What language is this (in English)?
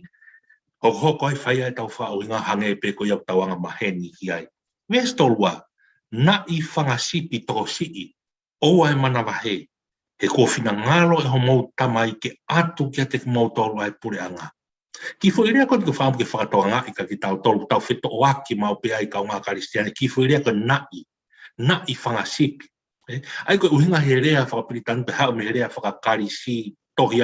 Tongan